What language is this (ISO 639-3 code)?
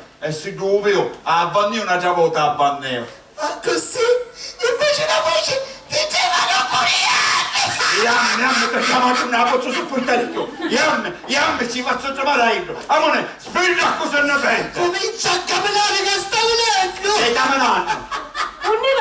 scn